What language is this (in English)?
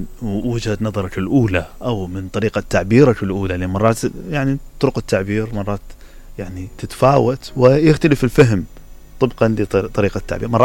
Mesopotamian Arabic